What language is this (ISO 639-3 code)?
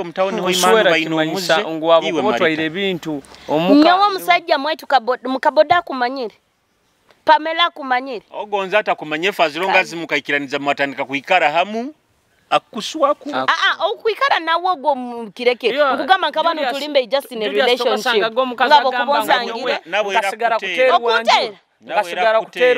nyo